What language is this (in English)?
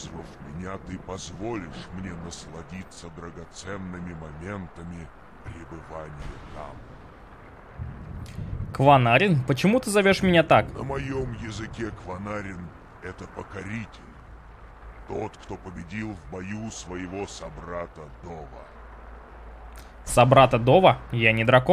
Russian